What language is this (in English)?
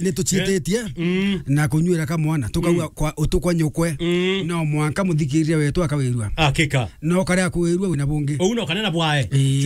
Meru